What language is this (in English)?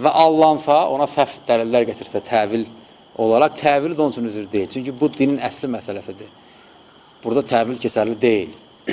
Azerbaijani